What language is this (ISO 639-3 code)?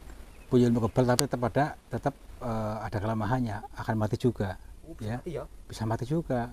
ind